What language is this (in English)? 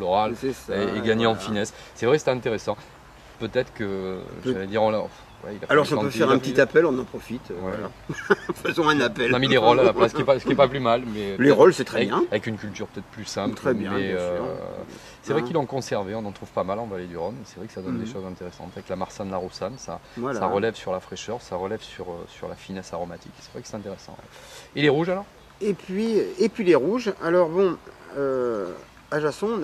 French